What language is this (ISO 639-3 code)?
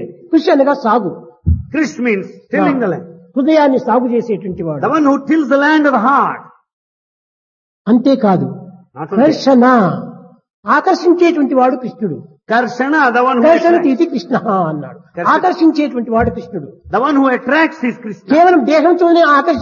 tel